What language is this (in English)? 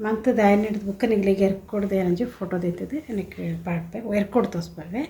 Tulu